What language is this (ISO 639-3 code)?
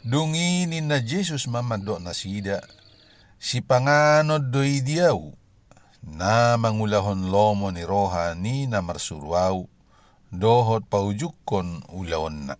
bbc